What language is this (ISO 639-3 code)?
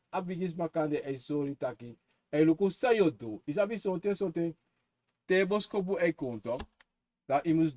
srn